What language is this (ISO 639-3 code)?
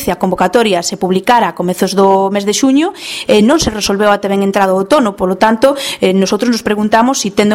glg